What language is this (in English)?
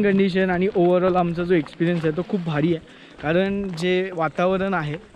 Marathi